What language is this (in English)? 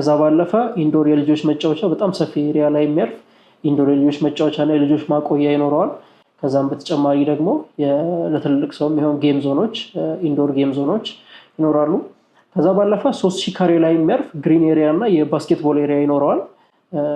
Amharic